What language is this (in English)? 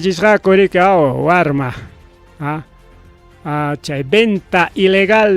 Ayacucho Quechua